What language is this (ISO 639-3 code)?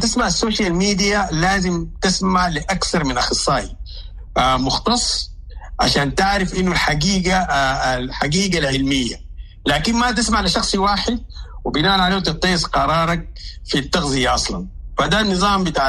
apd